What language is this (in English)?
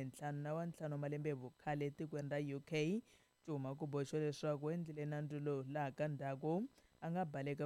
Tsonga